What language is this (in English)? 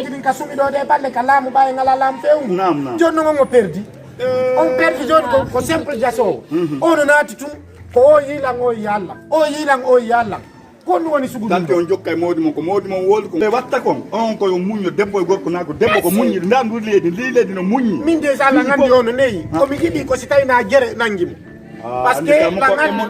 Fula